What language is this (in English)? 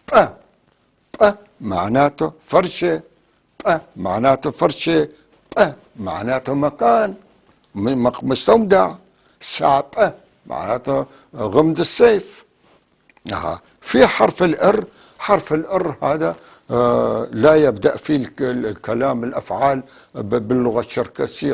North Levantine Arabic